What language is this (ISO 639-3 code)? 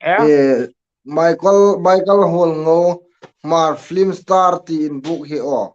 hmr